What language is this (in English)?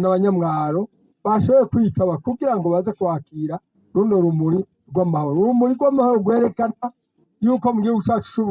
Rundi